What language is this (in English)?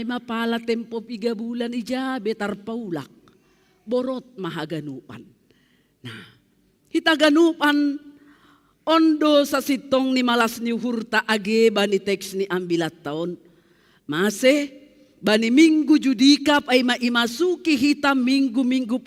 Batak Simalungun